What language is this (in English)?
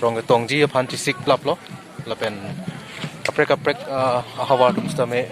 Karbi